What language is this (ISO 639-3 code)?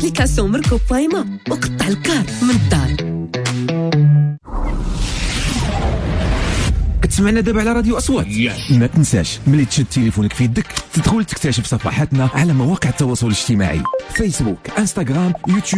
ary